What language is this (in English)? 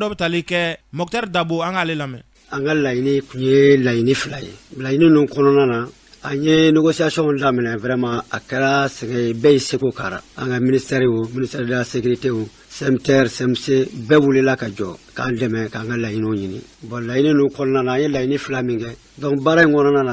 Bambara